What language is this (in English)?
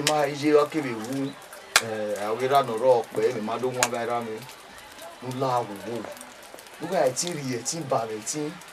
Bini